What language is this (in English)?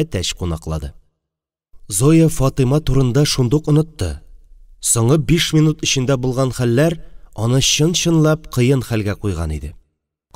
Tatar